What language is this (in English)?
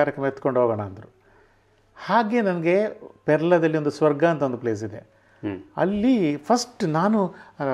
Kannada